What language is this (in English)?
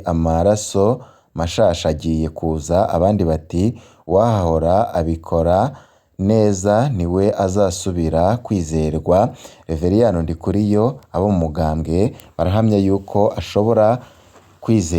Rundi